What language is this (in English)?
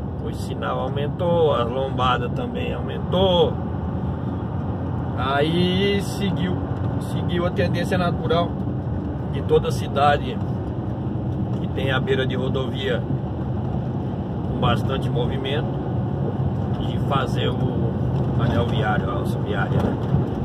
Portuguese